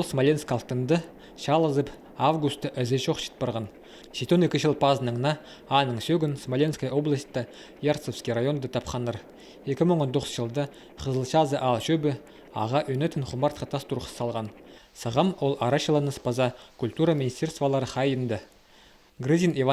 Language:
Khakas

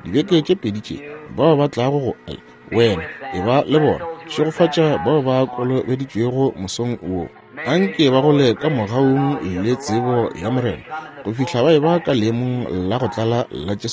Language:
Northern Sotho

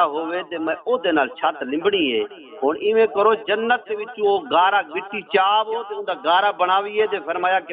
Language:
Saraiki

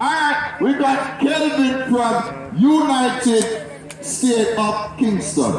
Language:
Jamaican Creole English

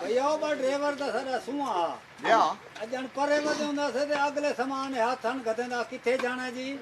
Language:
Saraiki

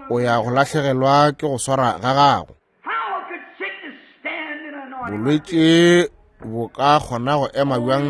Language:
Northern Sotho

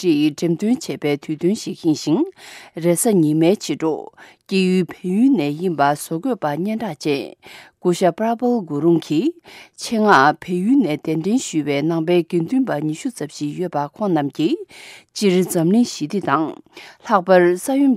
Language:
Tibetan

